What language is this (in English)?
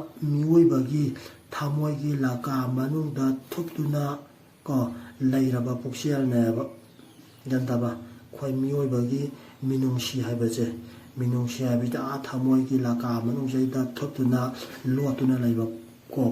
Manipuri